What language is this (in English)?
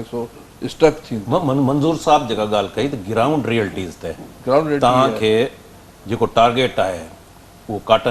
Sindhi